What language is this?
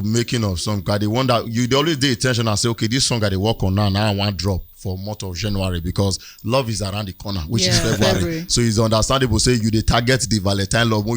Nigerian Pidgin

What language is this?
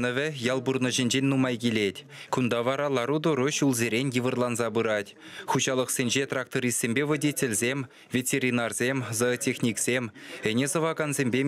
Chuvash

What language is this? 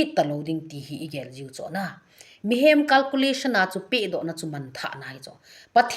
Thado Chin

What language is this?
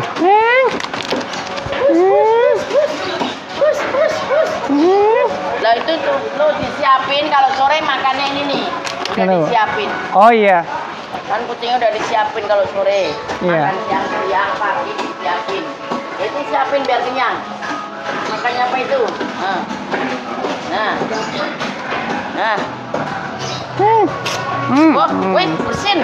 Indonesian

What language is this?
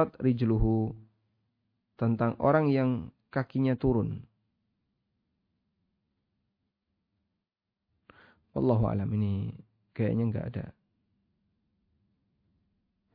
Indonesian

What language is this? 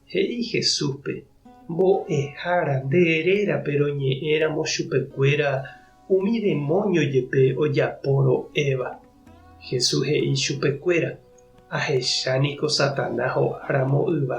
Guarani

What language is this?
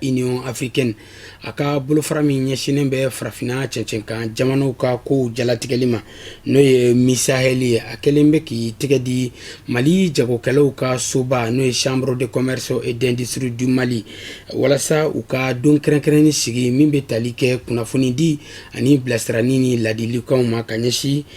Bambara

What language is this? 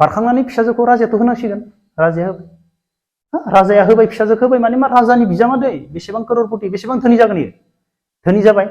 Bodo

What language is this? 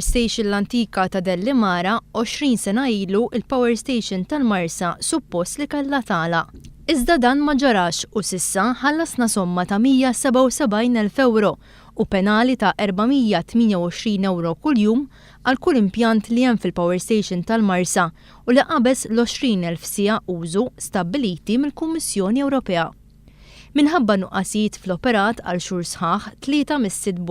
Maltese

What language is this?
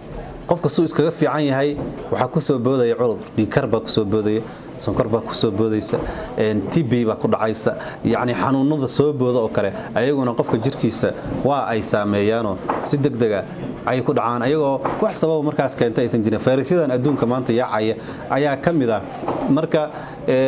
Somali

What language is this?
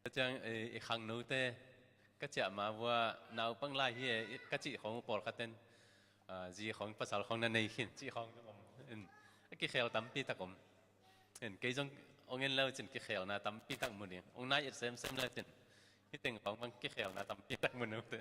Tedim Chin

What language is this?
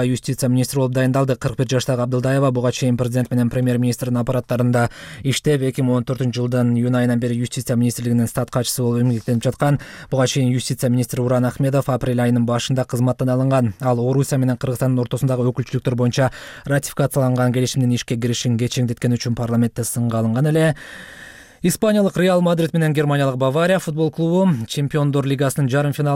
Kyrgyz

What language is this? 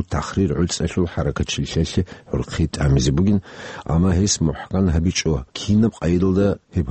Avaric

